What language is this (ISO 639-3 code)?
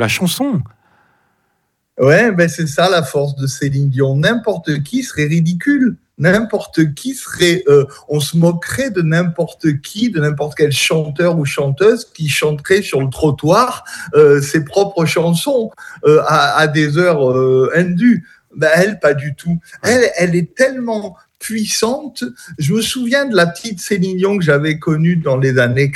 fra